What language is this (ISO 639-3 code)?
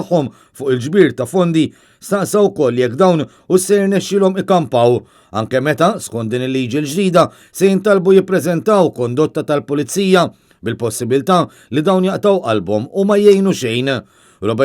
mlt